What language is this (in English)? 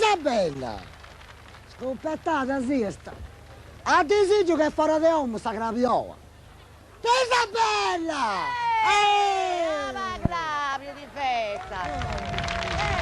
Sardinian